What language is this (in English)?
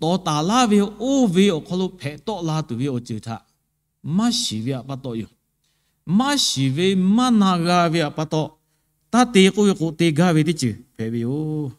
Lahu